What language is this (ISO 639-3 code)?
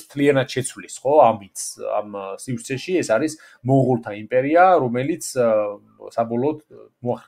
kat